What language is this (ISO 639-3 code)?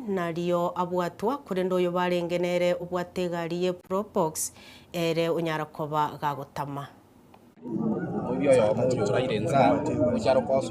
guz